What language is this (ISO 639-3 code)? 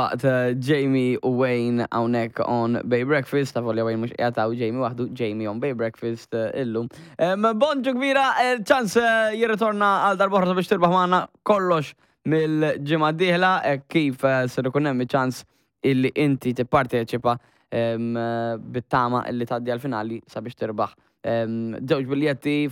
mlt